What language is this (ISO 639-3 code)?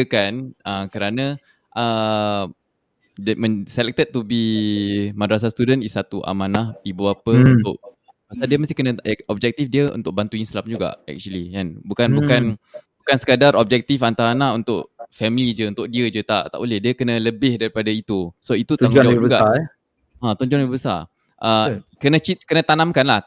msa